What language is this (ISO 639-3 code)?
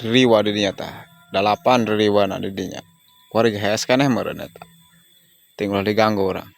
sun